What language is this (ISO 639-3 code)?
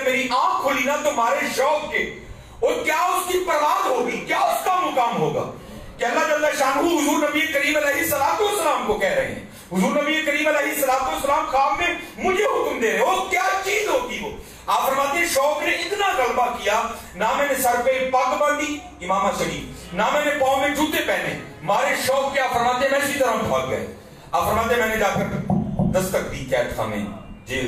urd